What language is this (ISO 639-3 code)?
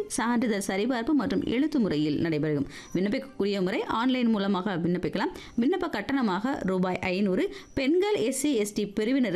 tam